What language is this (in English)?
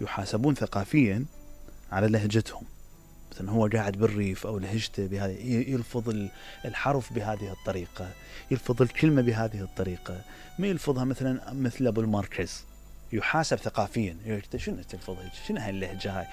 Mesopotamian Arabic